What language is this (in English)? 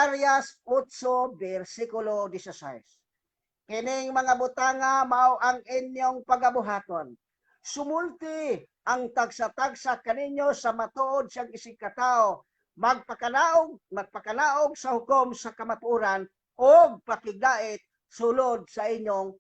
Cebuano